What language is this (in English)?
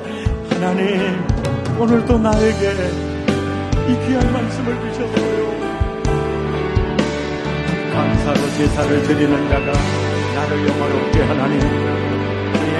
Korean